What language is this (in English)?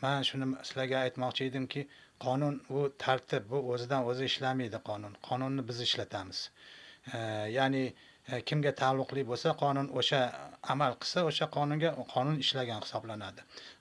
Uzbek